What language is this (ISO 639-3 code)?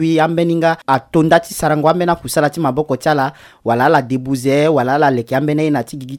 sag